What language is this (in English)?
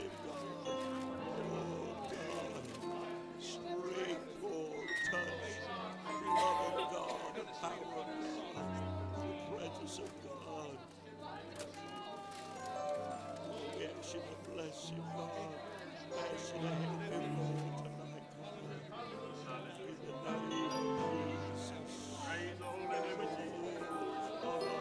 English